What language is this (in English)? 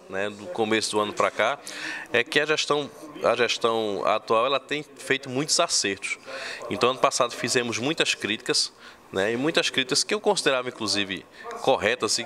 Portuguese